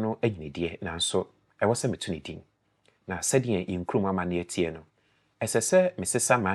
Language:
Akan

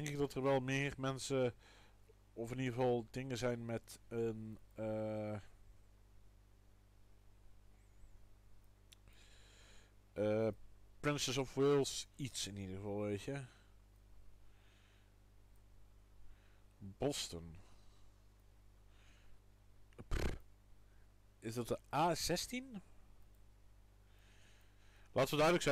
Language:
Dutch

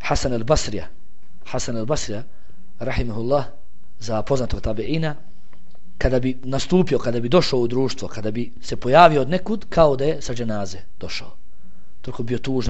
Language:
Bosnian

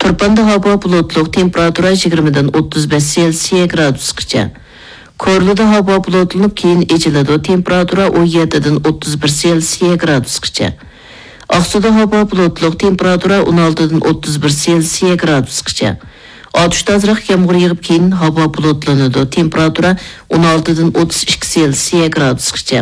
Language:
Uyghur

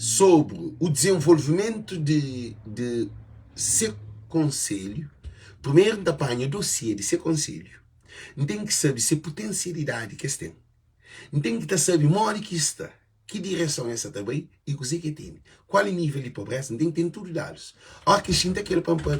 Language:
Kabuverdianu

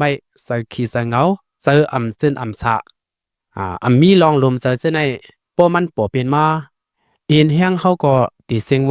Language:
Shan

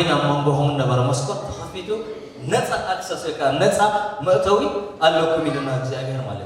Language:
Tigrinya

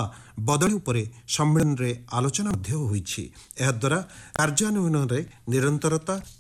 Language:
Odia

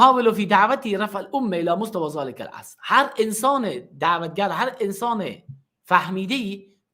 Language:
Persian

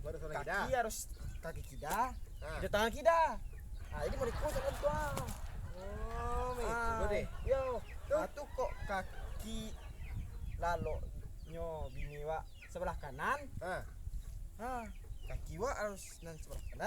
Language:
Minangkabau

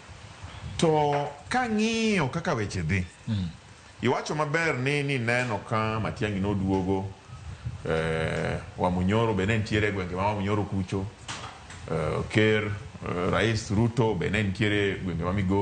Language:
Luo (Kenya and Tanzania)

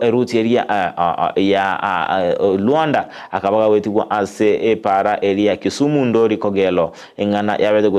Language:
Gusii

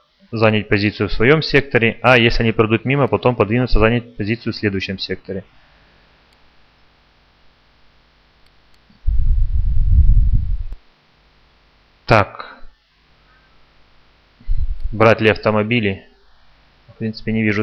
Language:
Russian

